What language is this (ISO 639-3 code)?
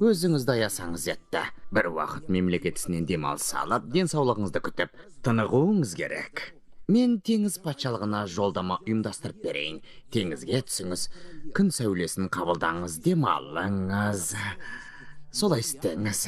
kaz